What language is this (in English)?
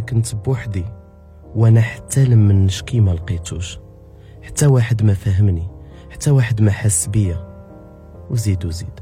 Moroccan Arabic